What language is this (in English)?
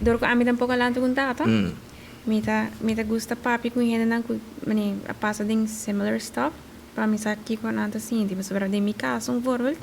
Papiamento